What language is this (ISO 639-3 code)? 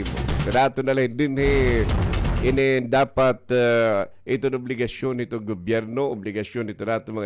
war